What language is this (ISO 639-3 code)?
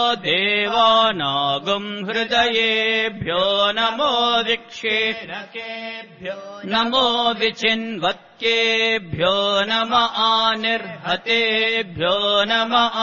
san